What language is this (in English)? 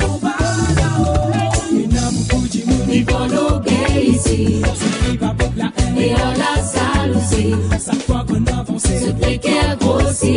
Morisyen